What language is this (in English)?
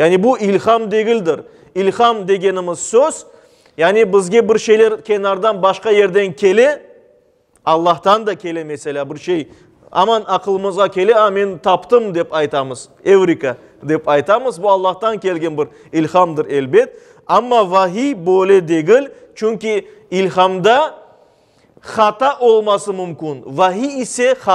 Crimean Tatar